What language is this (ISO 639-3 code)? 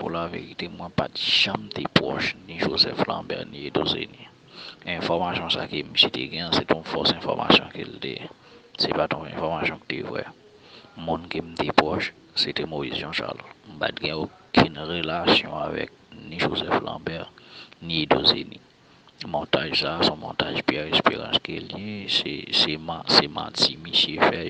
hat